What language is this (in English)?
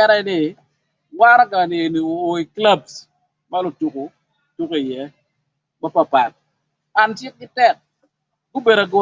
Acoli